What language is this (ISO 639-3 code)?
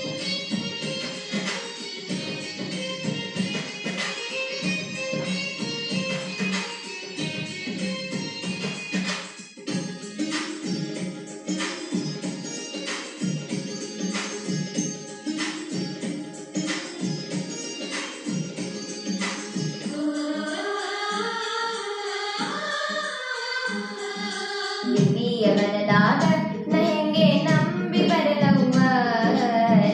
kan